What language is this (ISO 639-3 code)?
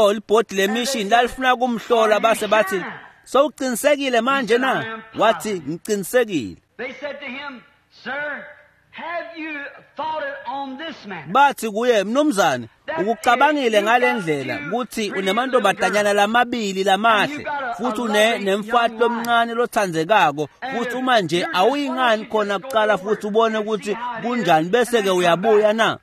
ssw